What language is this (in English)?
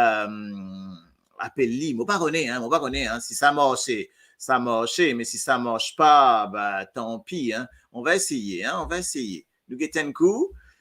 Morisyen